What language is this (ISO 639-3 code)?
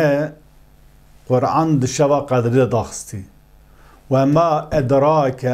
kur